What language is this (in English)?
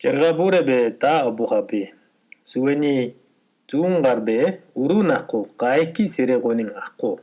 Mongolian